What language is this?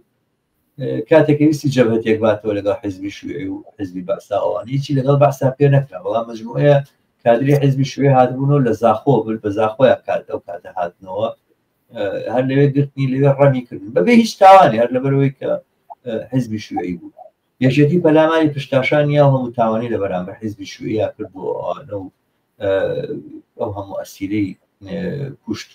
Central Kurdish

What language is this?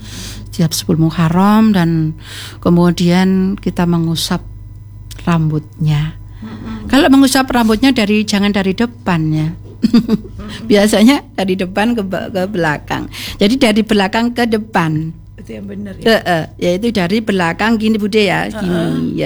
Indonesian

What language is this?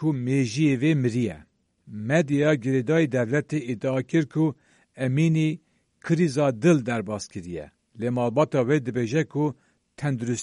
Kurdish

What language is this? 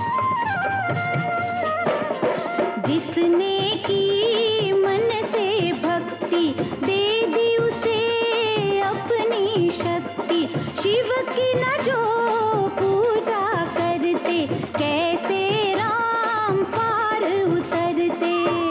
Hindi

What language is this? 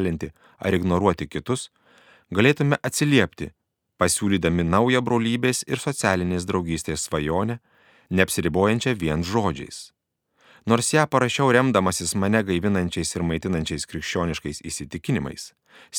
Lithuanian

